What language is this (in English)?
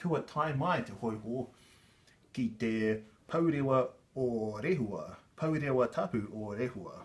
Māori